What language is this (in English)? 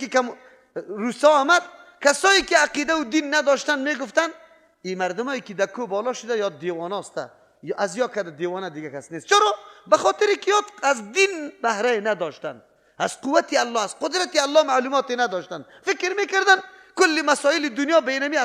Persian